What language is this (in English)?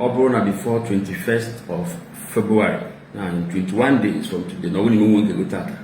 Igbo